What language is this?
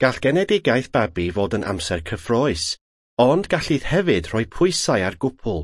Welsh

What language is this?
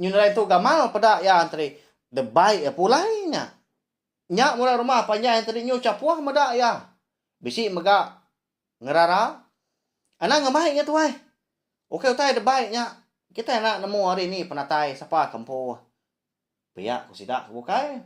Iban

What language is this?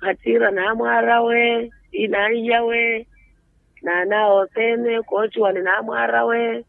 Makhuwa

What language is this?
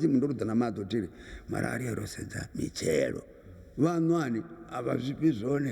Venda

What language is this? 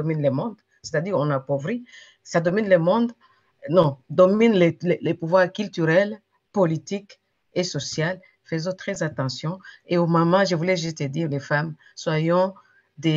French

